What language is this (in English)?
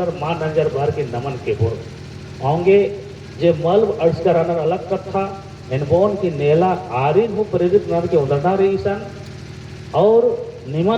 Kurukh